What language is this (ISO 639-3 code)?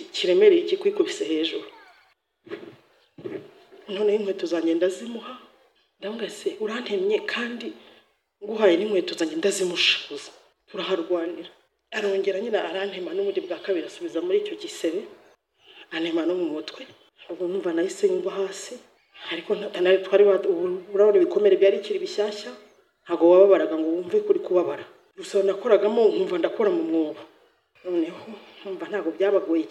kin